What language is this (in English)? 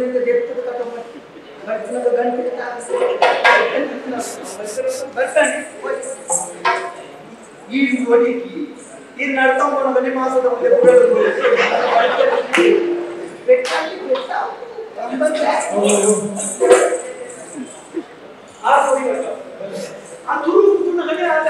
Kannada